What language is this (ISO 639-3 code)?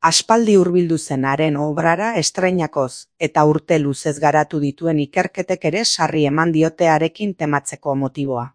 eus